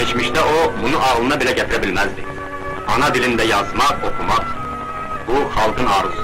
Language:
South Azerbaijani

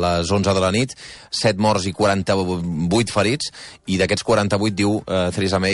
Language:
Catalan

